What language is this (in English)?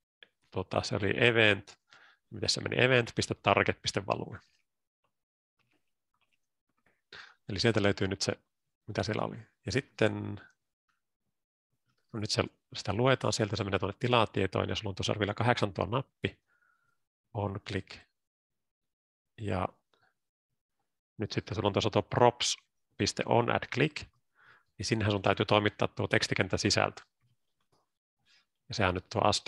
Finnish